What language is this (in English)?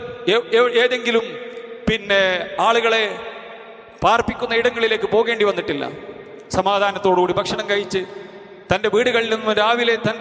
Malayalam